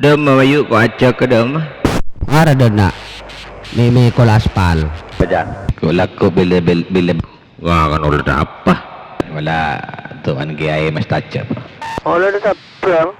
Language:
Madurese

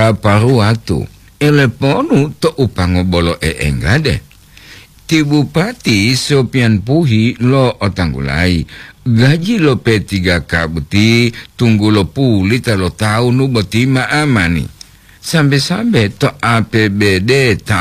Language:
Gorontalo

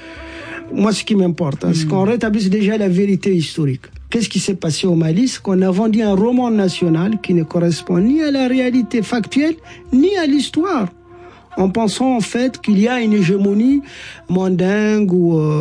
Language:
French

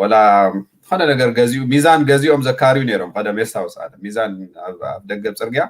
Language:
Tigrinya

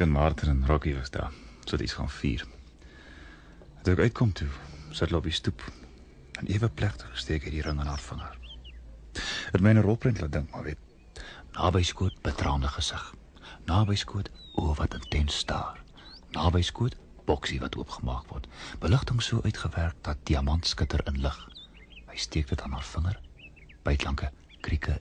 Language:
Afrikaans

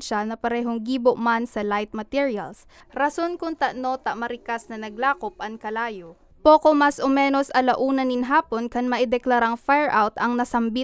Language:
Bikol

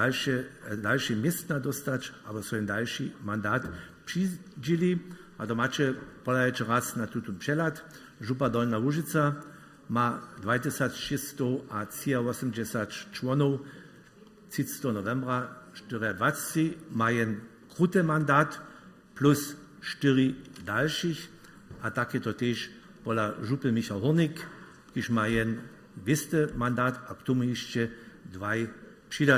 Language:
Upper Sorbian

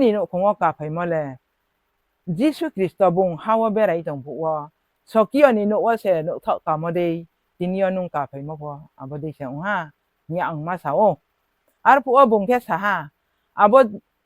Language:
Riang (India)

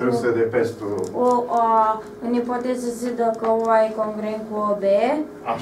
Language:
Romanian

